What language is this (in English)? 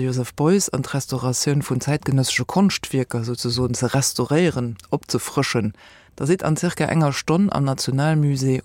Luxembourgish